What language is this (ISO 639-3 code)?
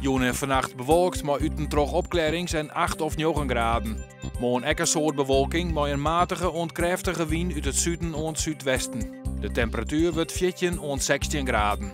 fry